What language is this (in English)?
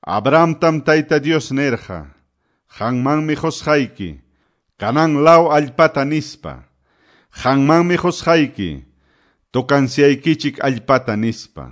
Quechua